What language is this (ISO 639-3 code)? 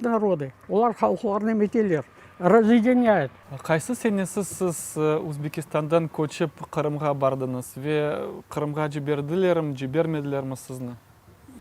crh